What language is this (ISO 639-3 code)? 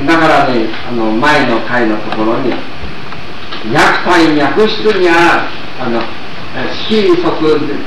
jpn